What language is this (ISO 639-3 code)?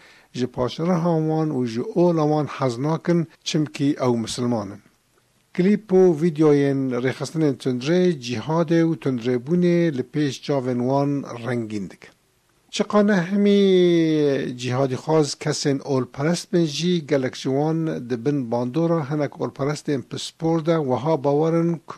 kur